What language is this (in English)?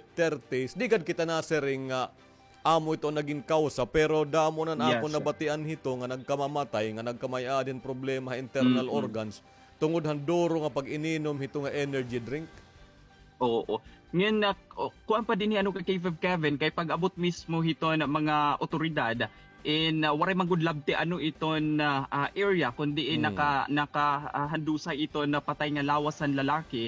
Waray